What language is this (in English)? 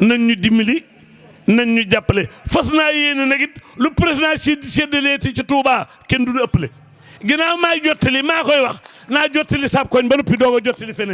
Wolof